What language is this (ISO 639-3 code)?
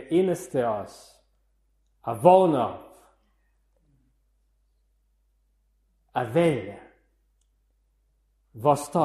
dan